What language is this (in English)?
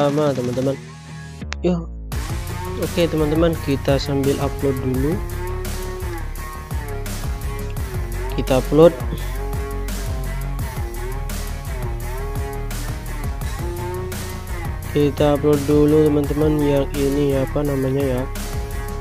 Indonesian